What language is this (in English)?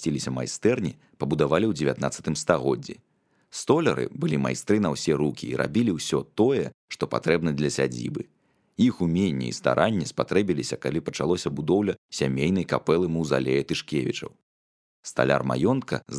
Belarusian